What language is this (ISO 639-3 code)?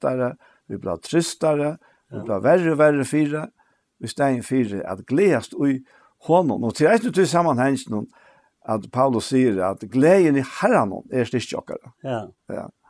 fao